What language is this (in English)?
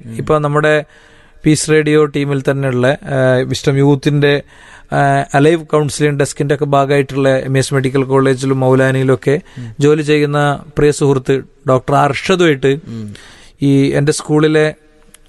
Malayalam